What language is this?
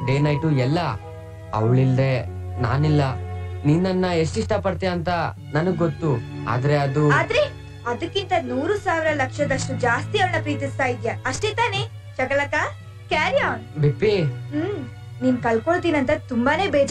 Kannada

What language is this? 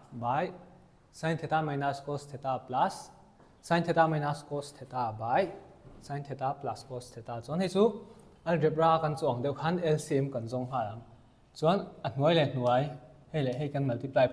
Mizo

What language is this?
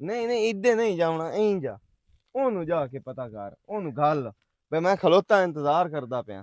Western Panjabi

